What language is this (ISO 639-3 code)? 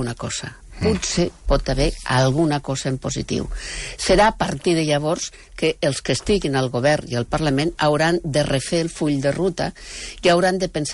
cat